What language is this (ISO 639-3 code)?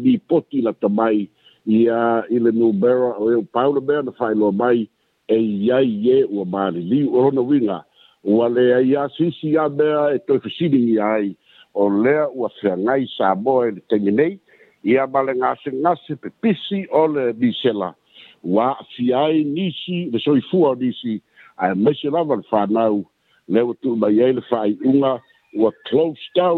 smo